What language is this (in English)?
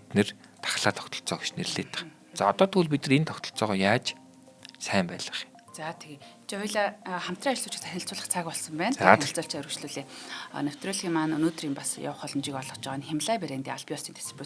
Mongolian